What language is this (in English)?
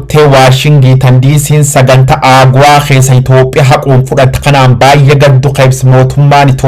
Oromo